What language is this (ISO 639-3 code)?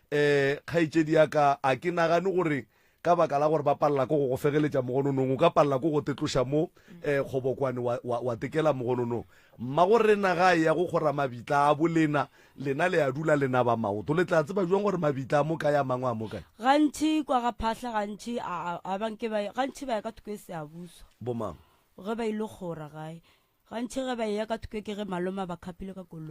nso